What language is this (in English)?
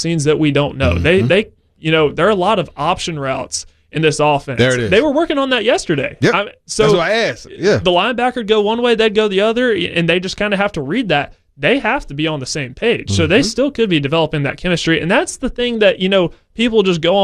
English